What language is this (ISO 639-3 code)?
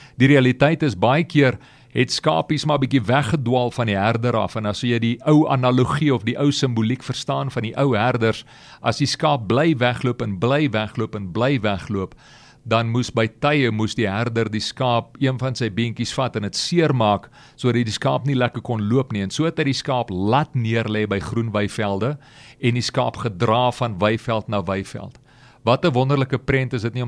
afr